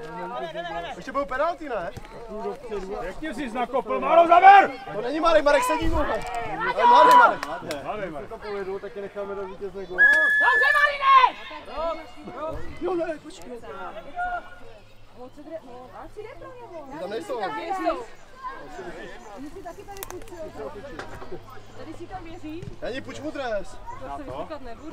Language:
Czech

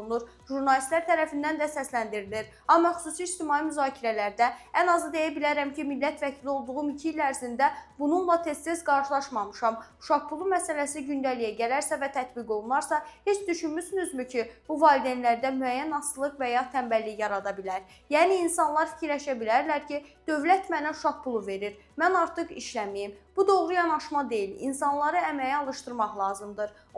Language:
Azerbaijani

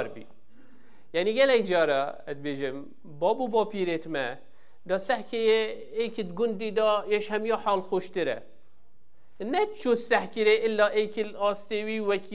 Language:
Kurdish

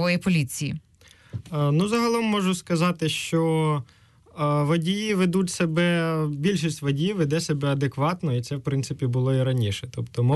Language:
Ukrainian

